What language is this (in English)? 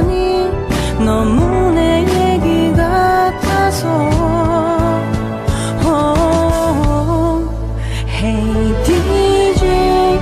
Korean